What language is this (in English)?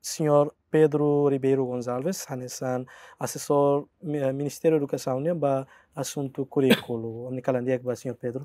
Tetum